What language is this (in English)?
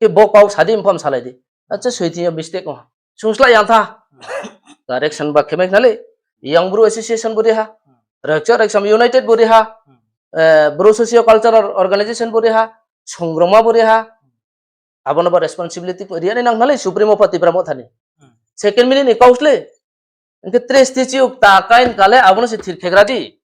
Riang (India)